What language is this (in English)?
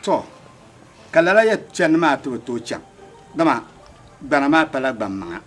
Dagbani